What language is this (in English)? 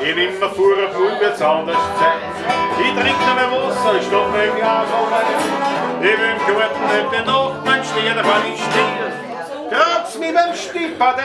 Bavarian